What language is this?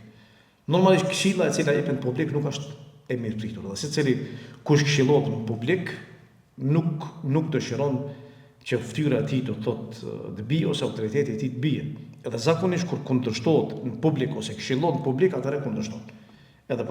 Albanian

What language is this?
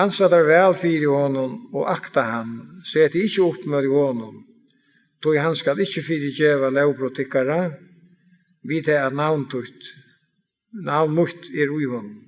Faroese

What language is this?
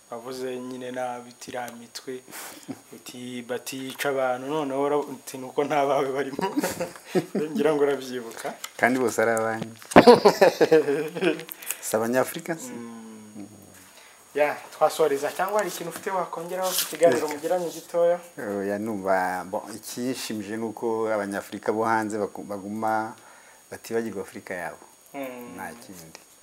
Kinyarwanda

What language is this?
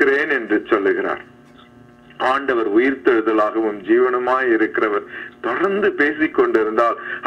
Tamil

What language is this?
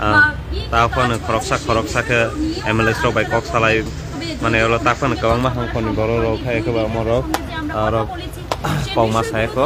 Kok Borok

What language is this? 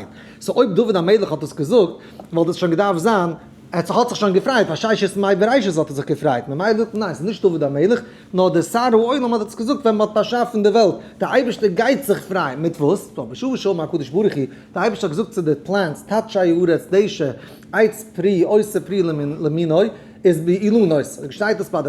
Yiddish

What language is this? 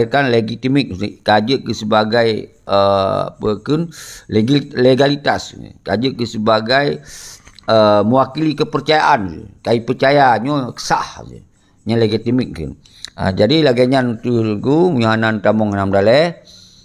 Achinese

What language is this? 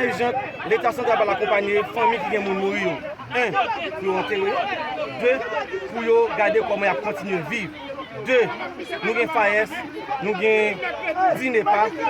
Haitian Creole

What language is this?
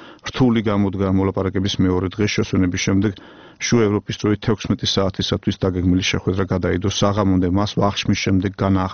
Georgian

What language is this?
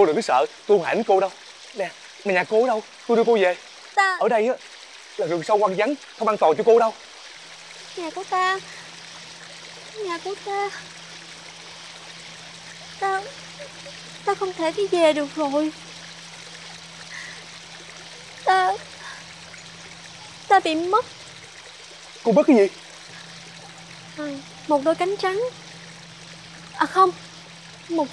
Vietnamese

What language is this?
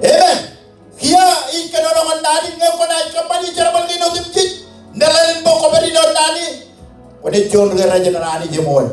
Marshallese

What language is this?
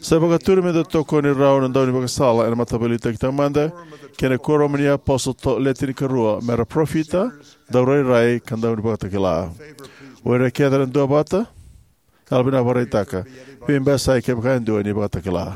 Fijian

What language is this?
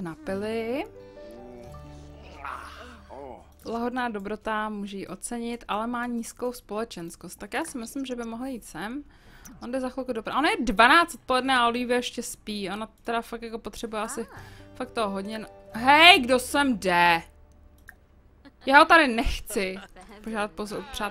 Czech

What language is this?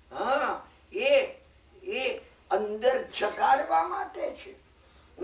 Gujarati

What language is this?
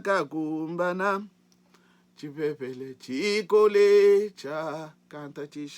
Luba-Lulua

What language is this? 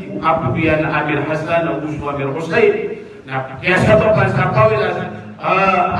Maranao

